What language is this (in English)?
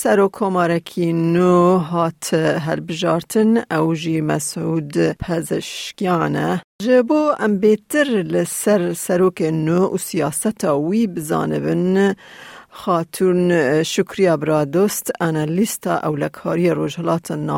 Kurdish